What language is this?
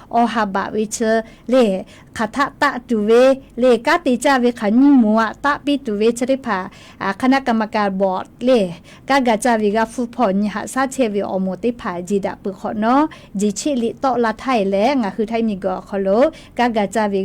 Lahu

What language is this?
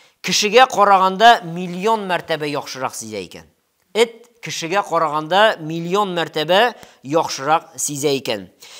Tatar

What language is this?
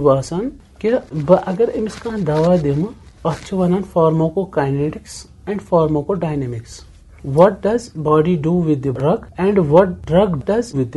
Kashmiri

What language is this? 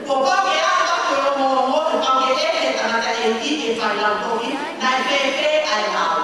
Tongan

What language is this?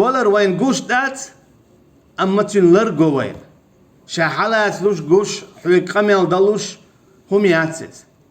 Chechen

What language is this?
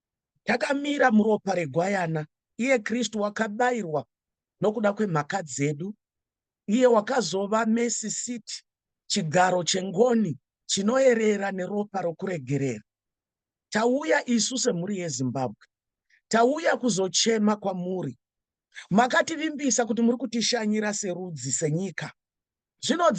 Shona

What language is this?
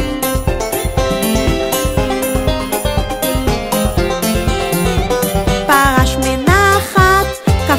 Hebrew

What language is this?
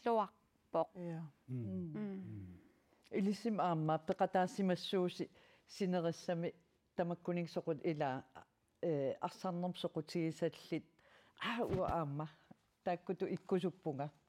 Kalaallisut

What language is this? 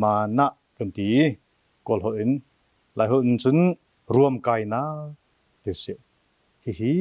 Hakha Chin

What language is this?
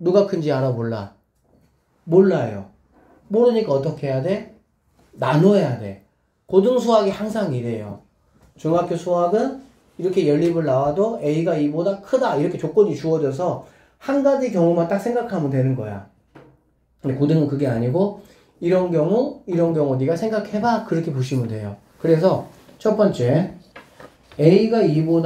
Korean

